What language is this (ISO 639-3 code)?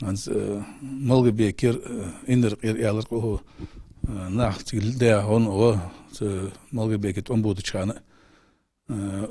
inh